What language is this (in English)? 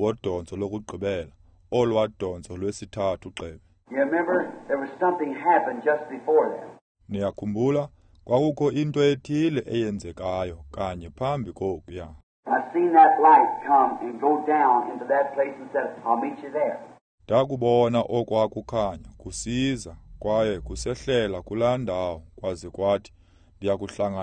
Xhosa